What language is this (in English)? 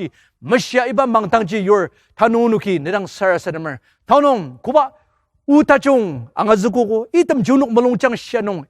Ao Naga